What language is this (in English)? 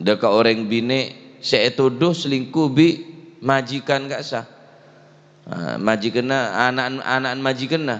Madurese